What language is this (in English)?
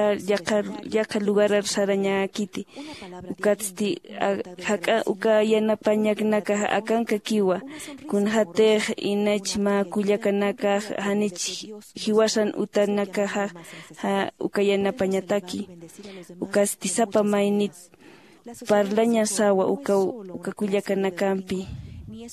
Aymara